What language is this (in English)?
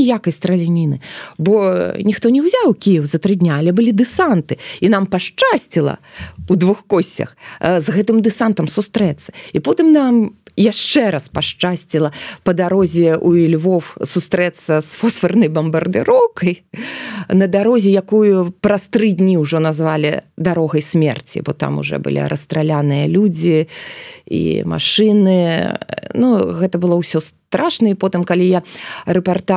Belarusian